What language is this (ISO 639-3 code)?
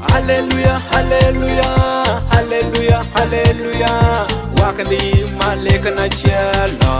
mfz